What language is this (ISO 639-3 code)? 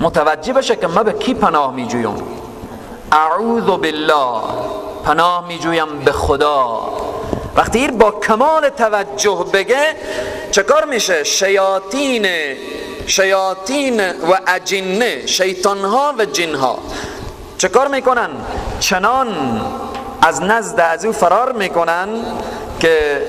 fas